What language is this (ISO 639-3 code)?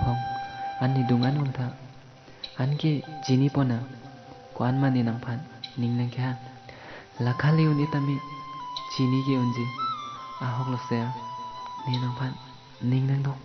mjw